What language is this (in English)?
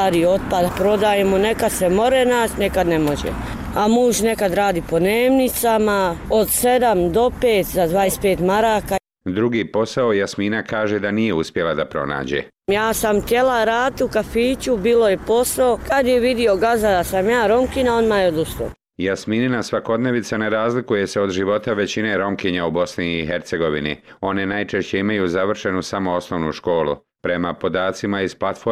Bosnian